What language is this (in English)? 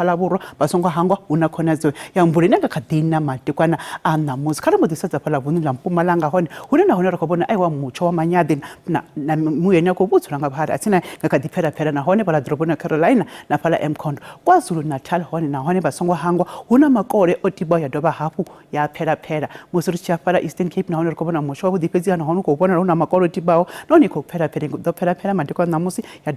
Venda